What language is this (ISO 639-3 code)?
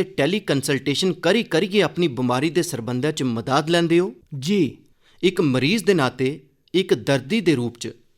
doi